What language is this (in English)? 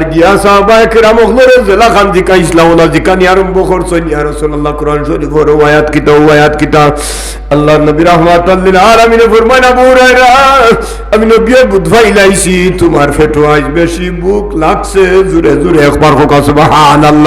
Sylheti